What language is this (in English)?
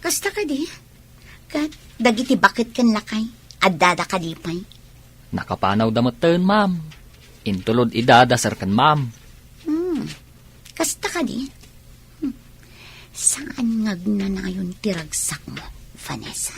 Iloko